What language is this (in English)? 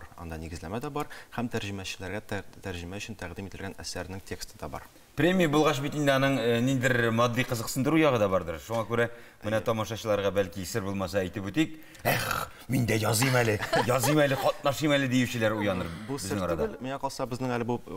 Tatar